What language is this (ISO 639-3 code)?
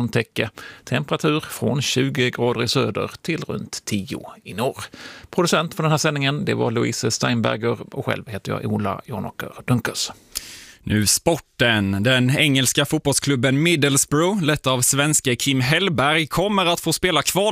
swe